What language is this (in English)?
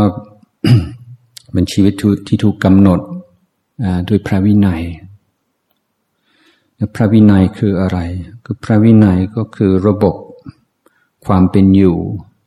Thai